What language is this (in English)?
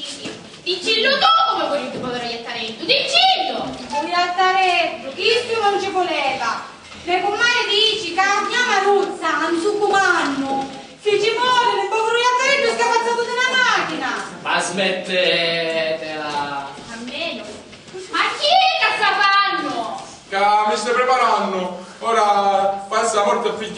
Sicilian